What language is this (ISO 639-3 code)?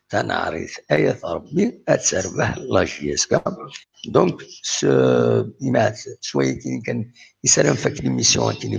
kab